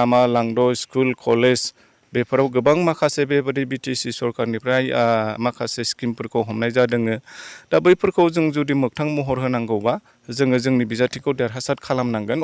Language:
Bodo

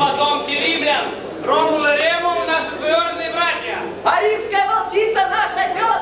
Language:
Russian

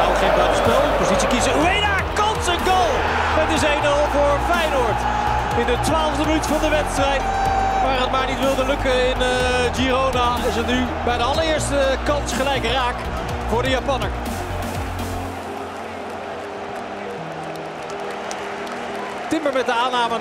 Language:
Dutch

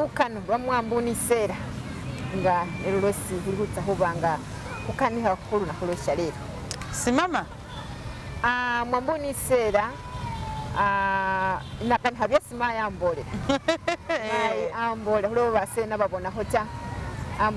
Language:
Masaaba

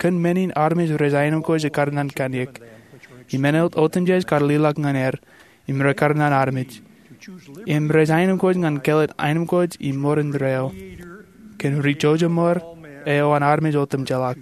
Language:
Marshallese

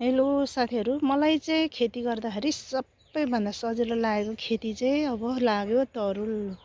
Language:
Nepali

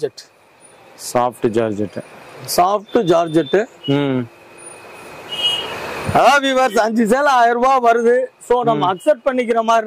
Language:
Tamil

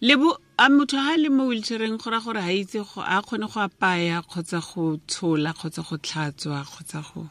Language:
Tswana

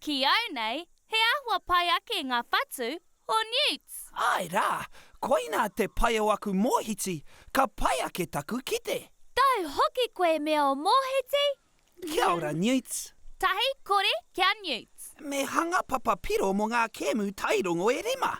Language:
Māori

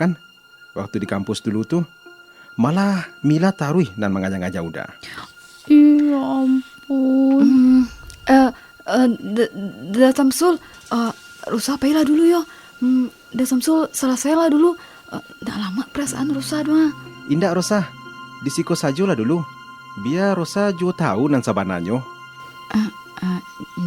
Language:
Minangkabau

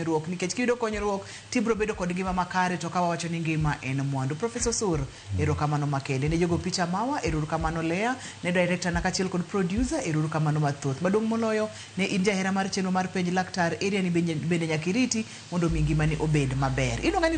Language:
Luo (Kenya and Tanzania)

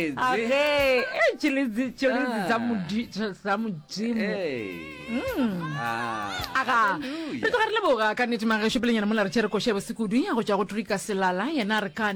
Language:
Northern Sotho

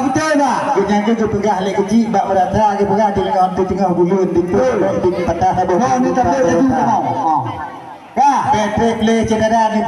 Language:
Achinese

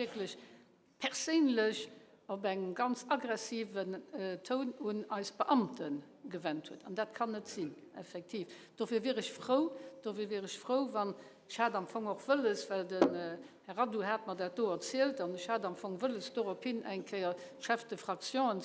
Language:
Luxembourgish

